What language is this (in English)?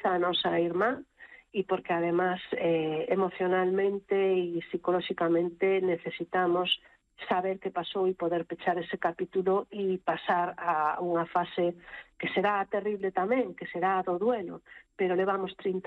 Galician